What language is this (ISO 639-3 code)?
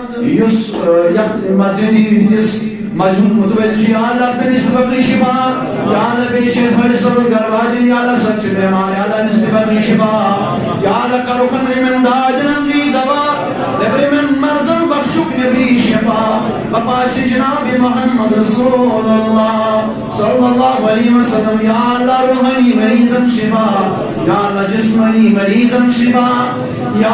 kas